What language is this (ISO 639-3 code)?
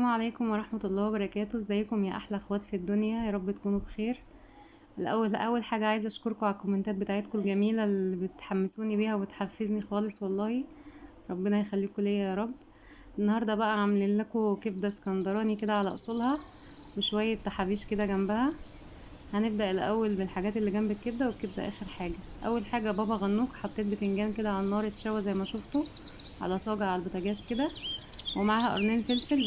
arz